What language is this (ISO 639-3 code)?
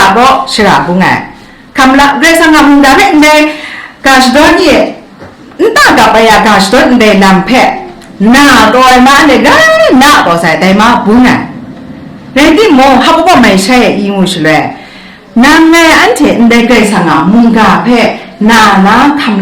kac